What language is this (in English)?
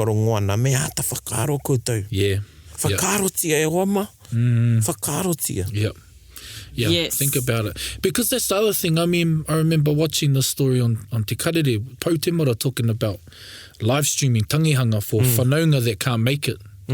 Māori